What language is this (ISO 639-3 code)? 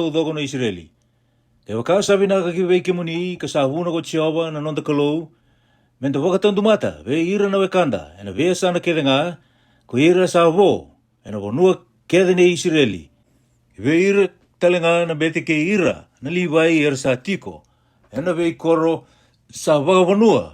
fij